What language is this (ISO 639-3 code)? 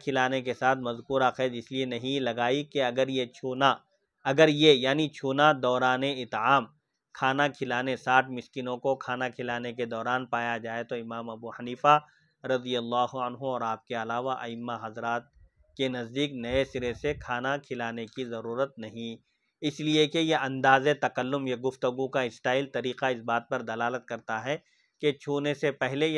urd